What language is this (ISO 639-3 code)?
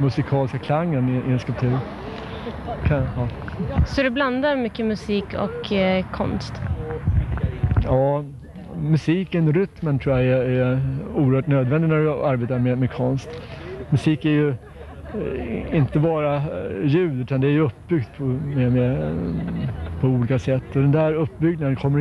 swe